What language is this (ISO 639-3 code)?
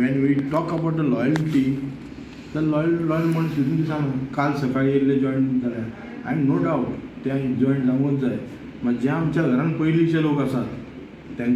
kok